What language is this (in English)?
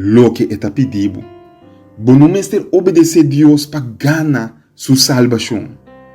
Papiamento